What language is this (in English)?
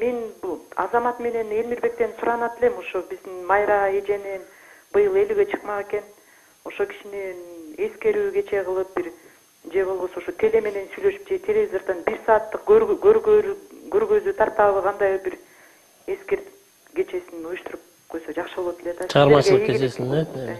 Kyrgyz